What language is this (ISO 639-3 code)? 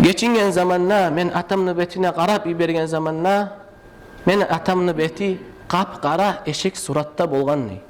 kum